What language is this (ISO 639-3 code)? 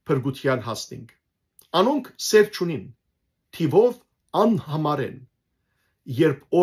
hyw